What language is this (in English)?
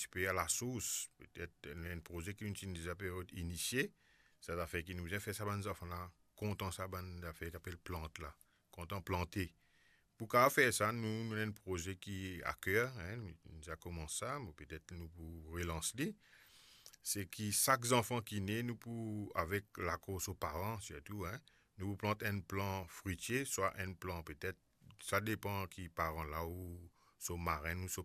Morisyen